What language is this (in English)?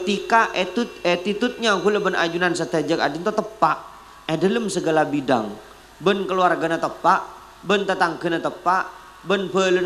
Madurese